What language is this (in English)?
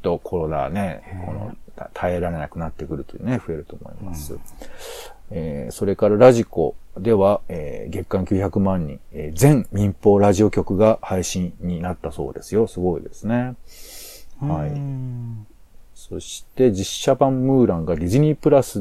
Japanese